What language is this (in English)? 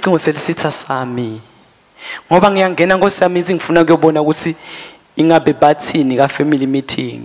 Swati